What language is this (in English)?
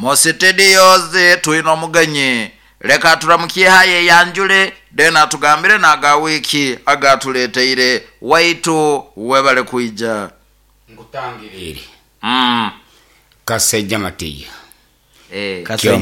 Nyoro